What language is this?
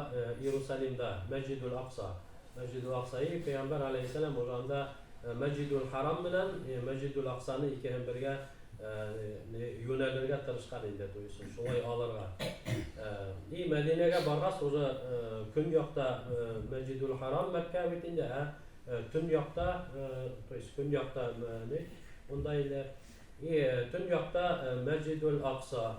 Bashkir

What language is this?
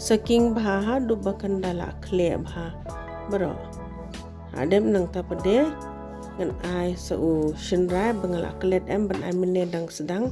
Khasi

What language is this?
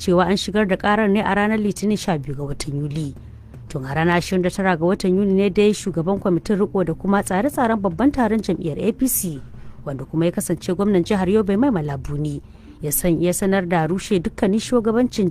Hausa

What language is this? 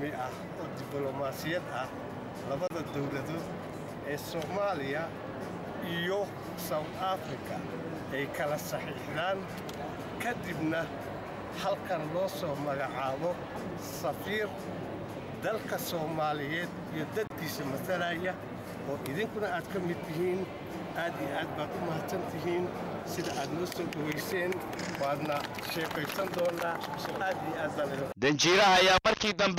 Somali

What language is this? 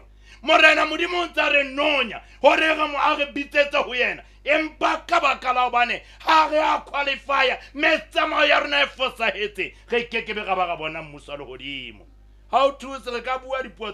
Southern Sotho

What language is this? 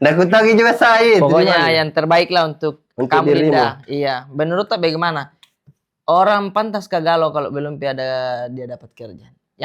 Makassar Malay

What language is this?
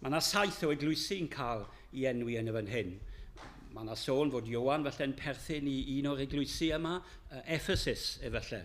Welsh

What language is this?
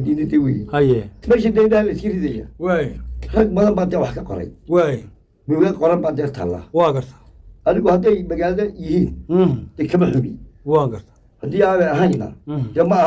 Somali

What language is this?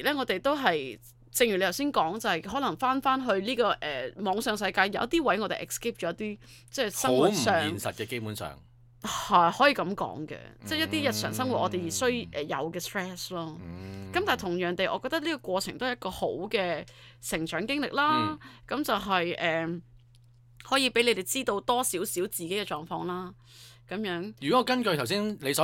Cantonese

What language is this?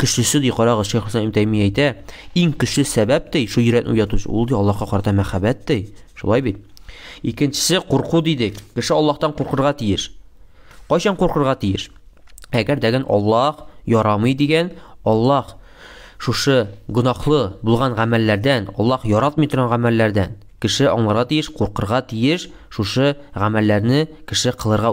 Tatar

